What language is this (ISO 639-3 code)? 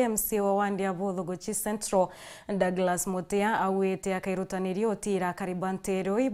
mer